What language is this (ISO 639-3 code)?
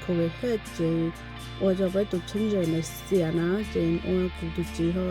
hmn